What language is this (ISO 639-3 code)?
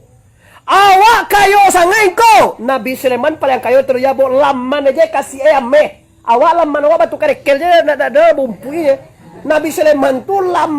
min